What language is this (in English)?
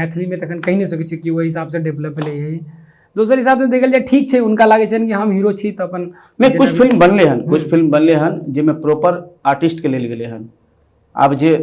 Maithili